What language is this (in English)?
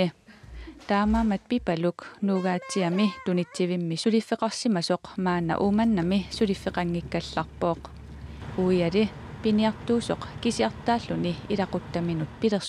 Kalaallisut